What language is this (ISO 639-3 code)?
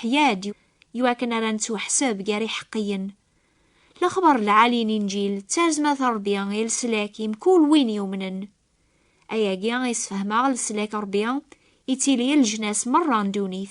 kab